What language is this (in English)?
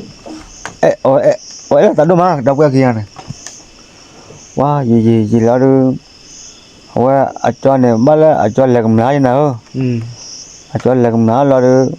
S'gaw Karen